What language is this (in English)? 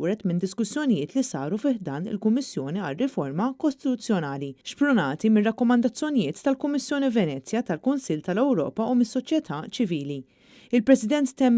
Maltese